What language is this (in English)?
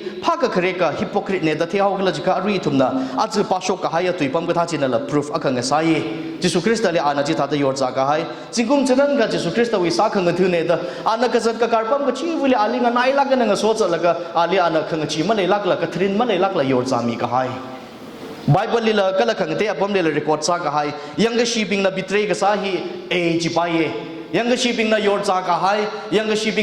Tangkhul Naga (India)